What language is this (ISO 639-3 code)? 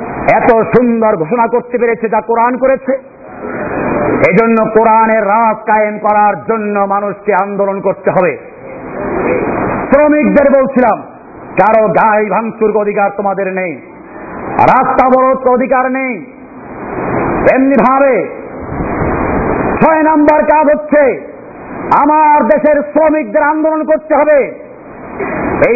ben